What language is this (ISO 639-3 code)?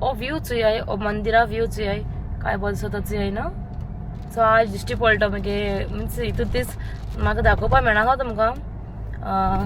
kok